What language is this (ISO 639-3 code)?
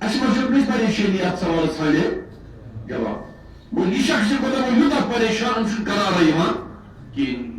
kas